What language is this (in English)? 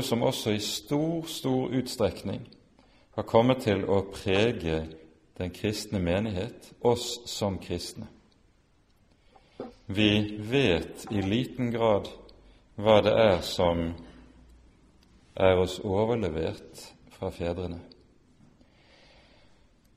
Norwegian